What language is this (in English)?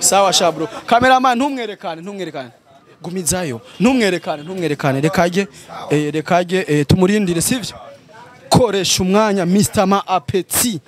Rundi